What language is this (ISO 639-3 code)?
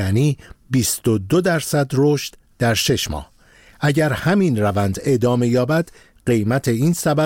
fas